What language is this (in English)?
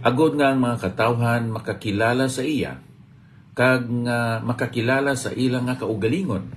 Hiligaynon